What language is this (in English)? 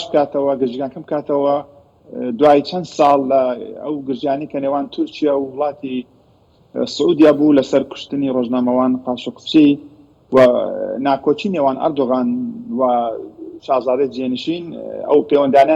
Central Kurdish